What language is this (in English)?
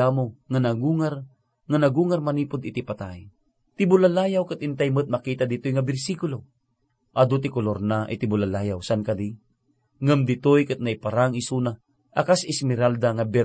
Iloko